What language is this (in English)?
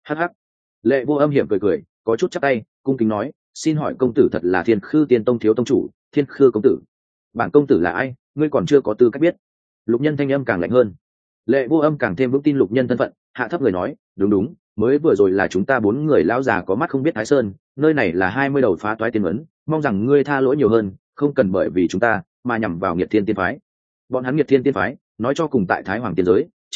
Vietnamese